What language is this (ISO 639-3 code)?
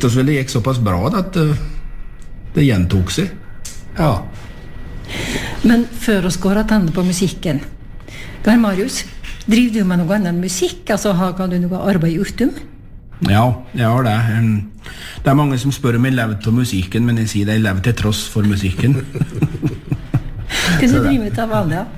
nor